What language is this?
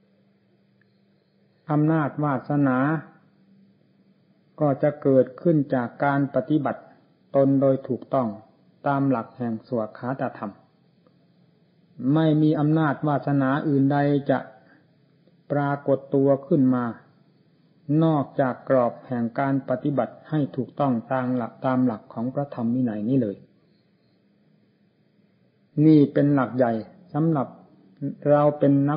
Thai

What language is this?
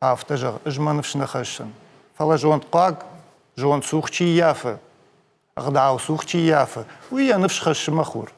Ossetic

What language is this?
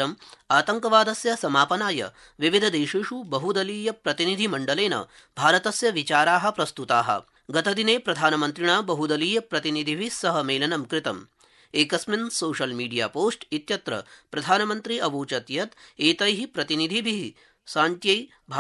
Sanskrit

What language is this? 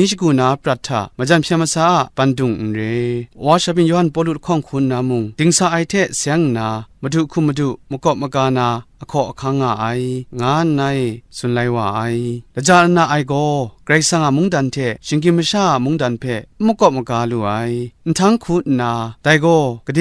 Kachin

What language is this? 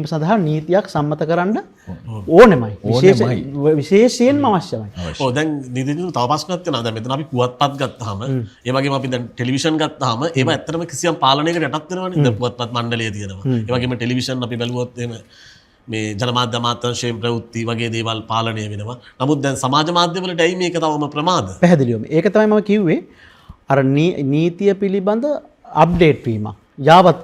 Sinhala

